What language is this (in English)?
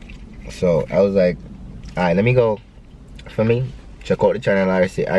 Jamaican Creole English